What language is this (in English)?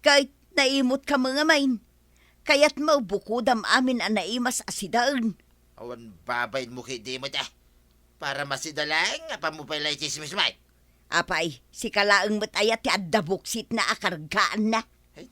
Iloko